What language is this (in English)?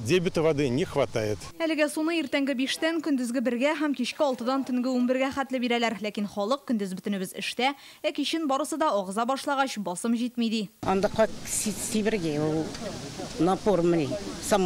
Tatar